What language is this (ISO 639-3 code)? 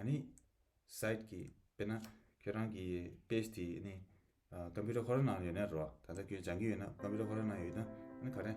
bod